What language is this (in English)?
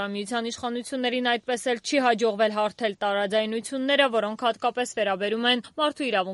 Armenian